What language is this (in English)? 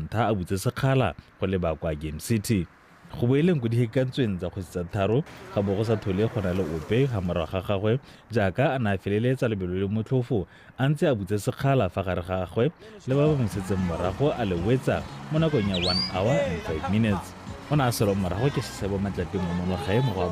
Tswana